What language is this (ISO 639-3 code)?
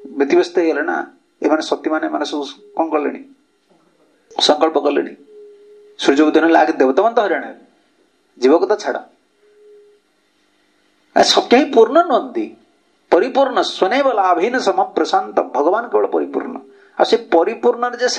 ori